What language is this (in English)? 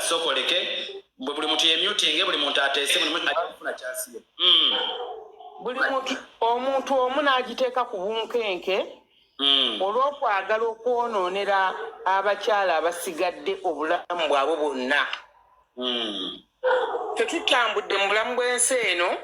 Ganda